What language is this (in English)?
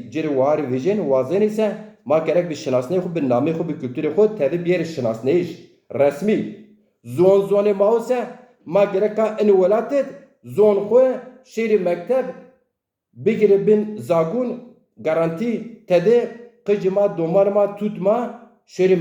Zaza